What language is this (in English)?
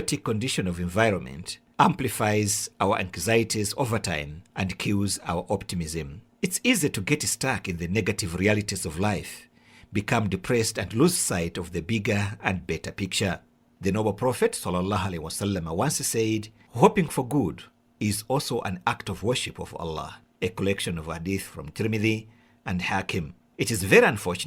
English